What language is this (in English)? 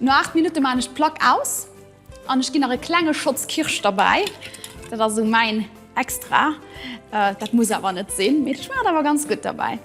Luxembourgish